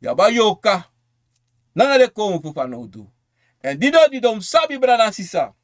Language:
Sranan Tongo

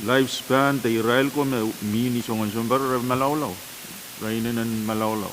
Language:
Pohnpeian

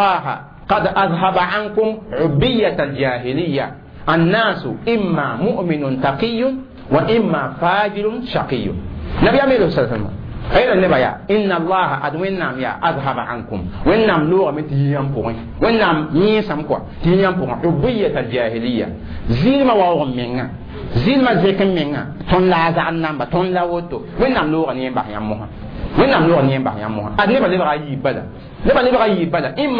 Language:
Mossi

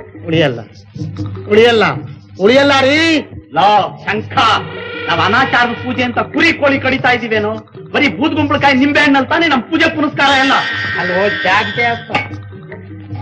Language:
Kannada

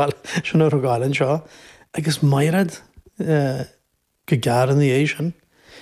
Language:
Irish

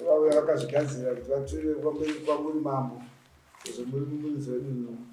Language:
Shona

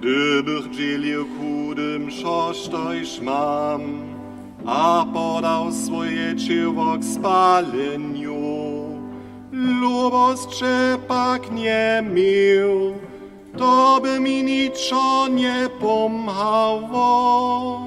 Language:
Upper Sorbian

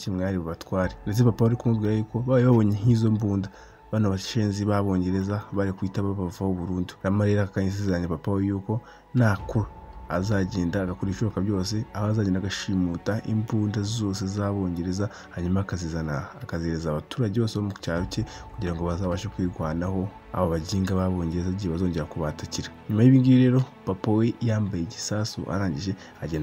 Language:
Kinyarwanda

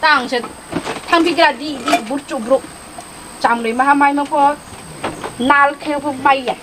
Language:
Riang (India)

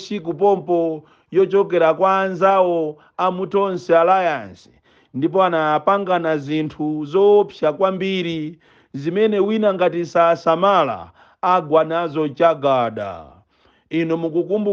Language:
Nyanja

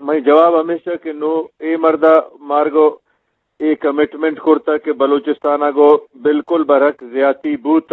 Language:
Eastern Balochi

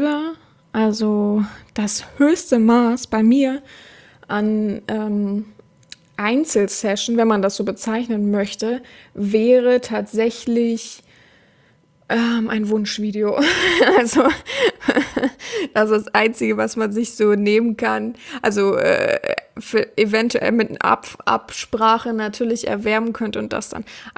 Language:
German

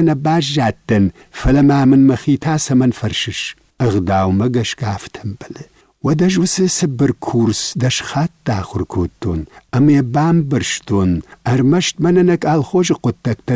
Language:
Ossetic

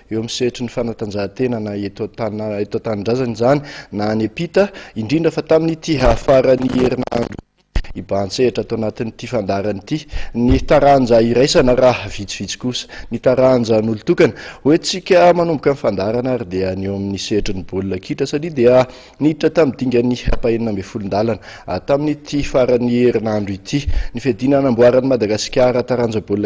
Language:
Malagasy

